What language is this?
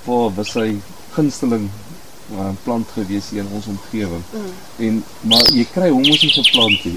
Afrikaans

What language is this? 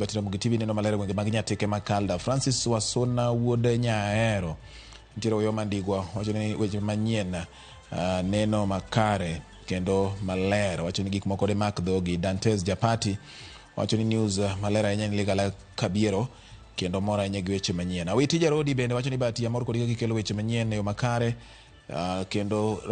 Luo (Kenya and Tanzania)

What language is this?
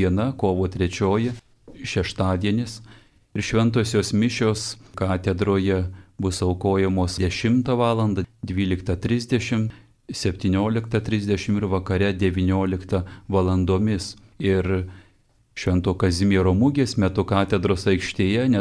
Lithuanian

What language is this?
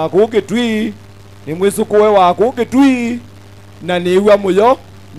Kamba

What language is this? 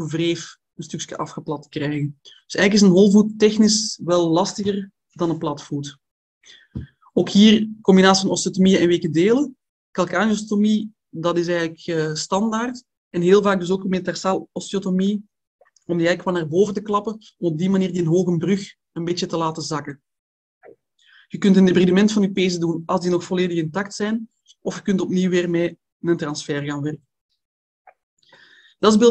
Dutch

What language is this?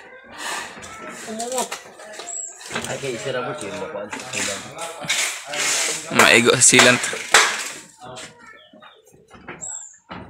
Filipino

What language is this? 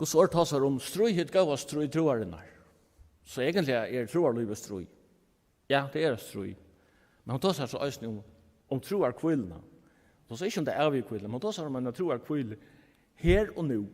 Faroese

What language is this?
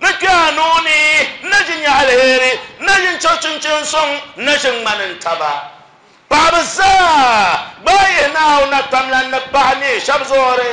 Dagbani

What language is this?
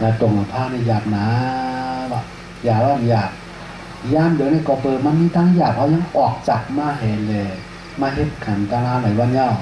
Shan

